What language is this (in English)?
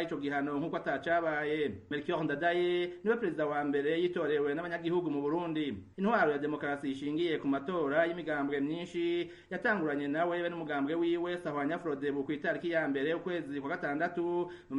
Rundi